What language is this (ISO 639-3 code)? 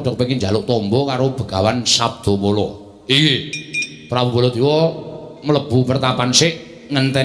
jav